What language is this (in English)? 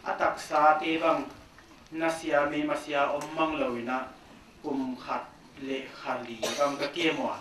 Paite Chin